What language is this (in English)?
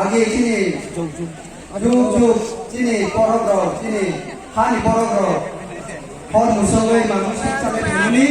Kok Borok